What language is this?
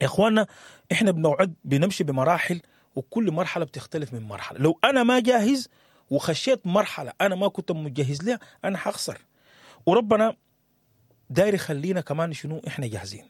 Sudanese Arabic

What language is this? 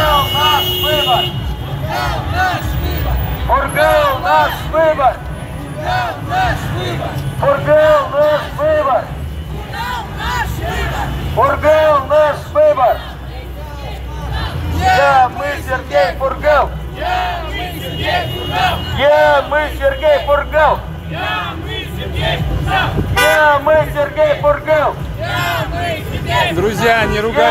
Russian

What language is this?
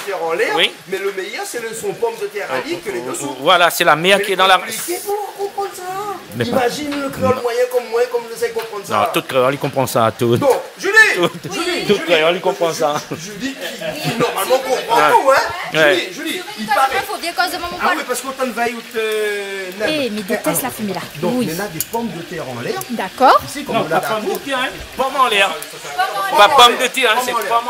Réunion Creole French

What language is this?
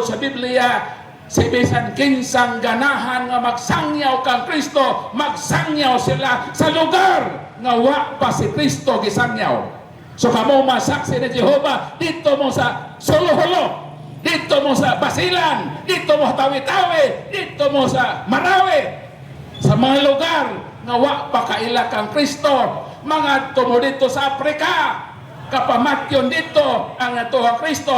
Cebuano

